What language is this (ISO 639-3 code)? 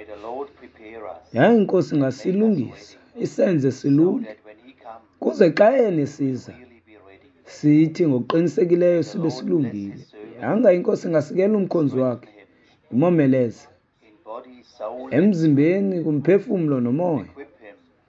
xho